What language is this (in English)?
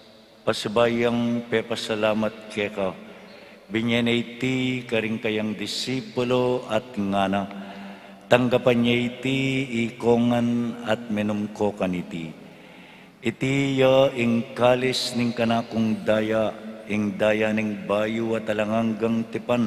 Pampanga